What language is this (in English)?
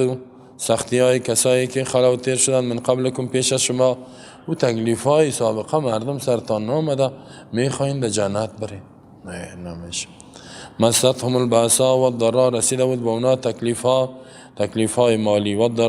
Persian